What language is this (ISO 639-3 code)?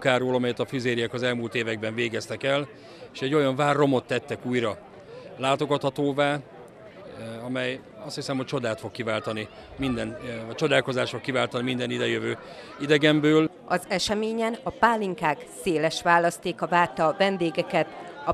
hun